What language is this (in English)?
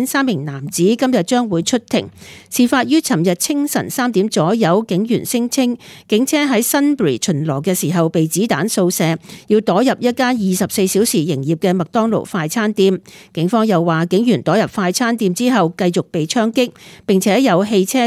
Cantonese